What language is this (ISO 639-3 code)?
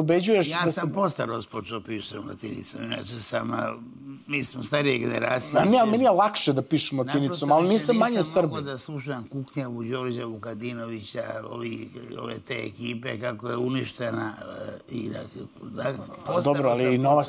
srp